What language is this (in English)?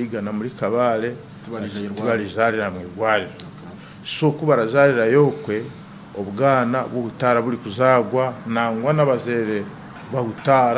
Nyankole